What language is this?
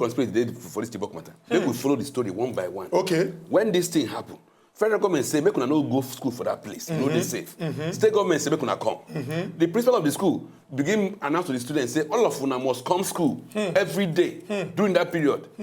Nigerian Pidgin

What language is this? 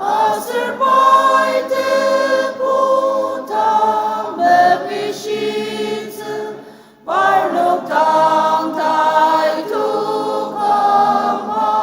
Ao Naga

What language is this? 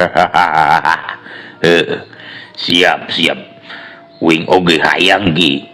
Sundanese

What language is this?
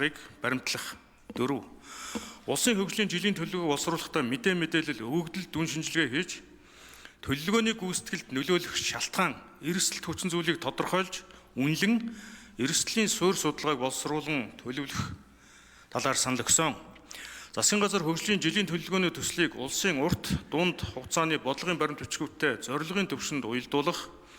Mongolian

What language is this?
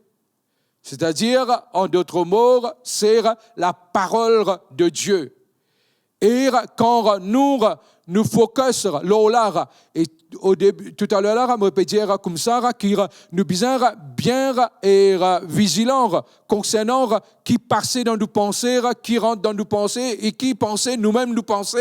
Morisyen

